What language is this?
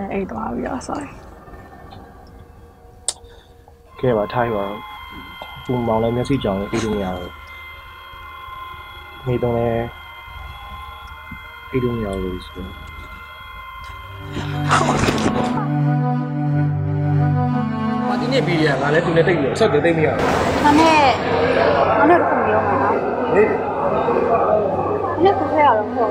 Burmese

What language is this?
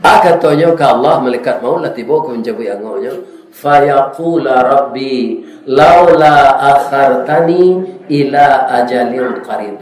Minangkabau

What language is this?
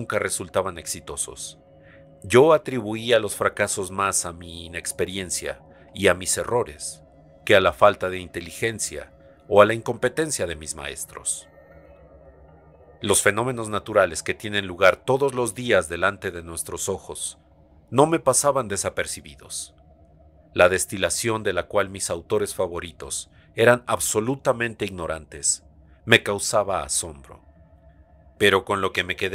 Spanish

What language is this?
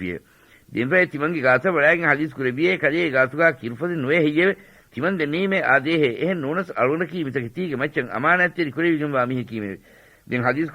Divehi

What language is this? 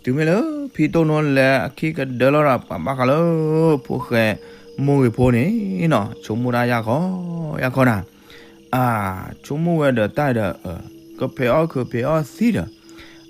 S'gaw Karen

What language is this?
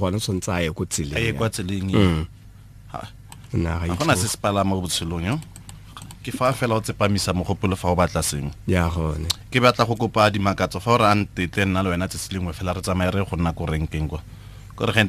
Tswana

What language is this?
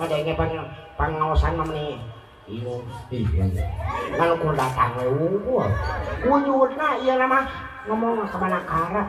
Sundanese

